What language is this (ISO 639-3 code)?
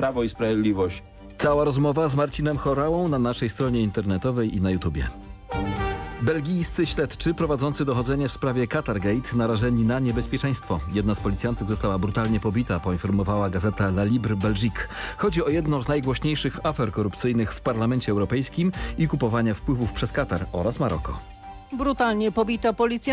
pol